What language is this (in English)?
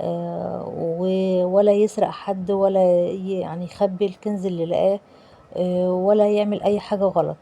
Egyptian Arabic